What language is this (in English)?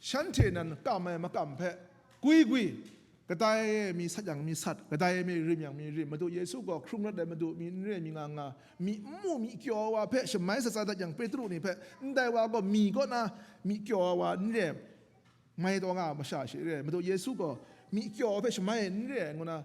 Kachin